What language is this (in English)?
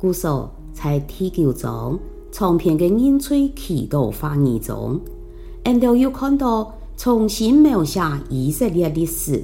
Hakka Chinese